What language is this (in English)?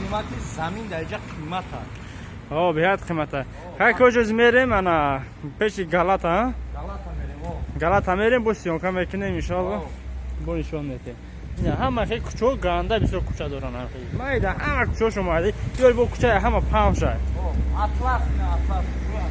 Tajik